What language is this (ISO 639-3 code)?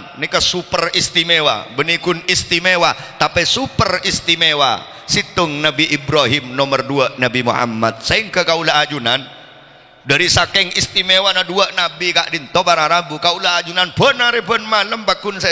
mad